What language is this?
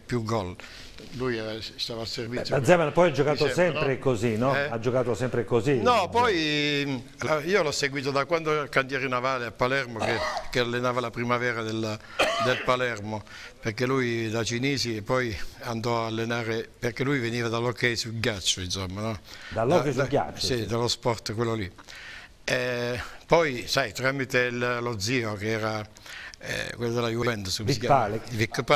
Italian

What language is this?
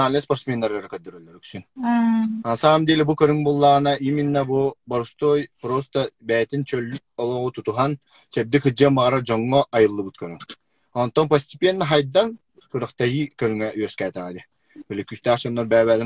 Yakut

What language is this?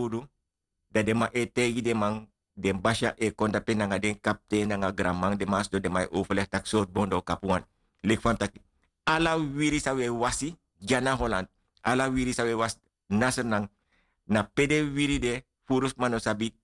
Sranan Tongo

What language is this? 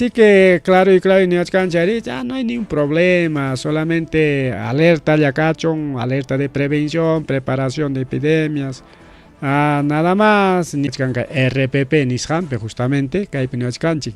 Ayacucho Quechua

